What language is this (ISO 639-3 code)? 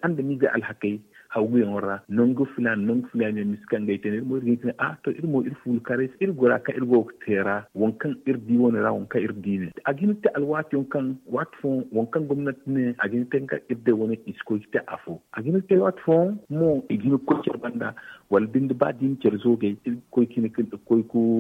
dje